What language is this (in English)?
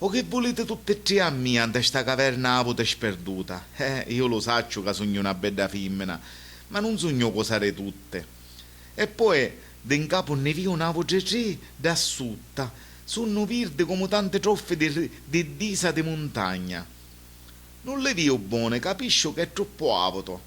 Sicilian